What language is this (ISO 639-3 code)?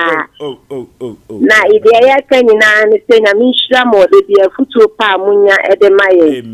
aka